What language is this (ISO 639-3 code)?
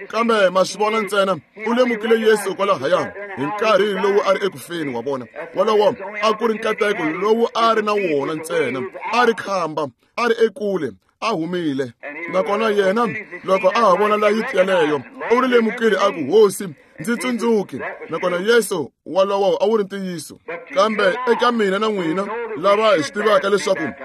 tso